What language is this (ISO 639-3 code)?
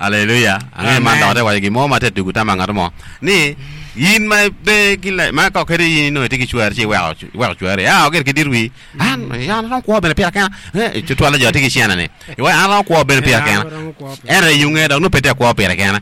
ach